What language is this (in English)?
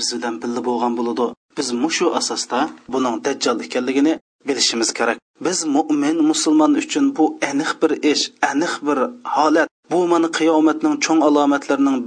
Uyghur